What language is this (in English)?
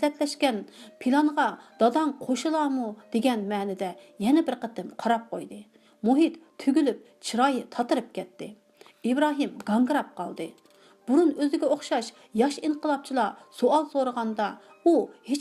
Uyghur